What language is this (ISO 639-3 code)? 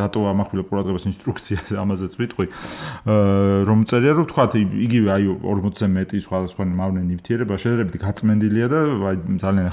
kat